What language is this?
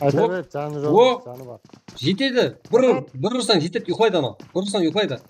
Kara-Kalpak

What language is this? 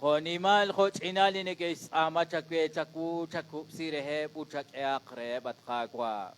Kekchí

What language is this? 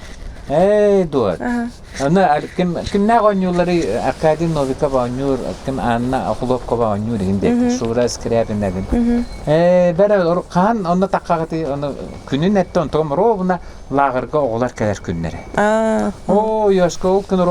Yakut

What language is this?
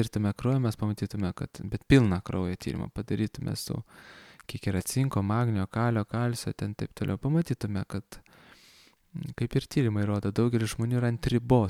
Lithuanian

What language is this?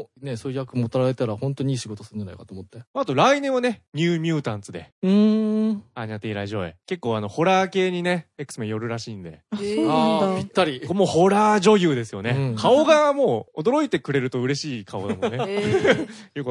Japanese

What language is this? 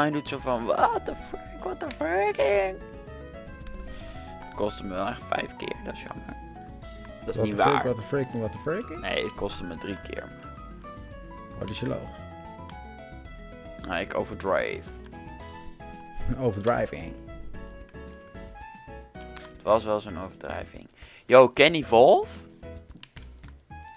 Dutch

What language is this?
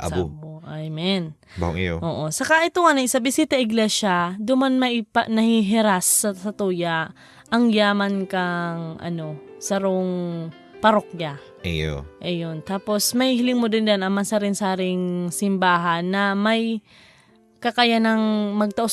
Bikol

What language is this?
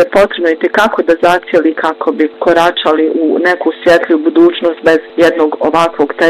Bosnian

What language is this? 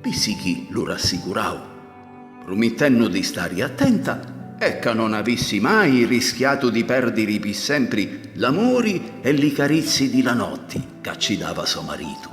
Sicilian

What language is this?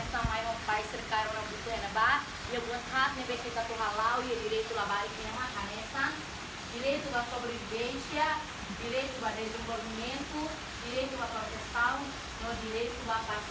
Tetum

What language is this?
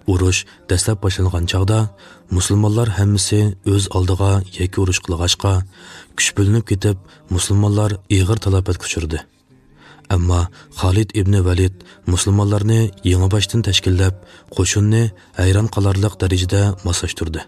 Uyghur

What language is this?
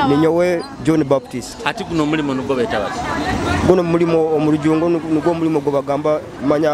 Nyoro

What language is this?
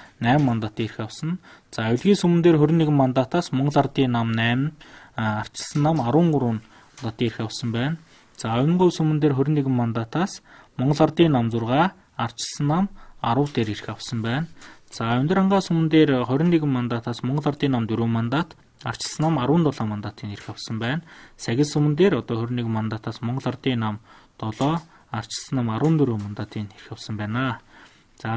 Mongolian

